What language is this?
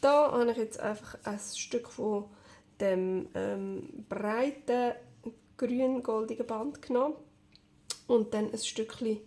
Swiss German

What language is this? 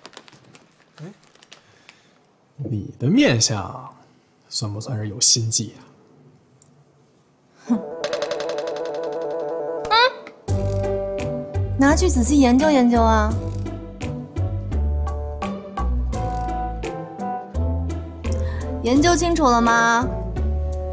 Chinese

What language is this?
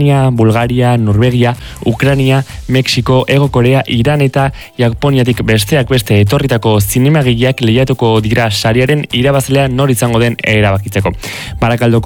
Basque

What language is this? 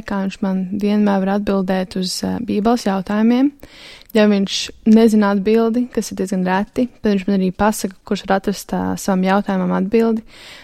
Latvian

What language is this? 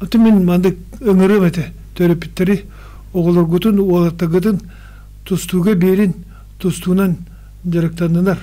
Yakut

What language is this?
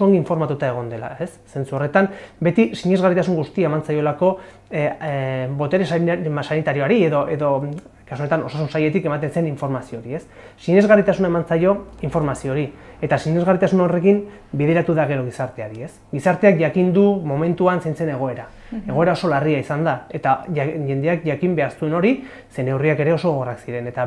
Basque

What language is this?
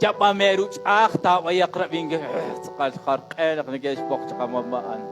Kekchí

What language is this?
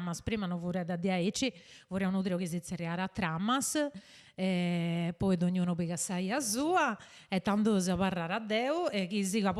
Sardinian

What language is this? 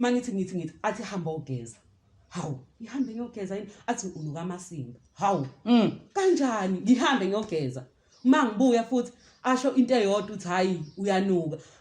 Zulu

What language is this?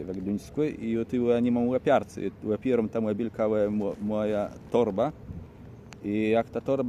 Kashubian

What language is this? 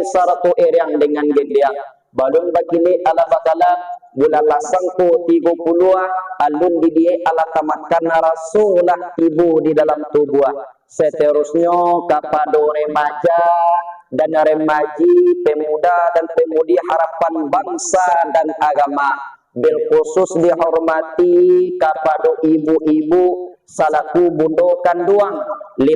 Minangkabau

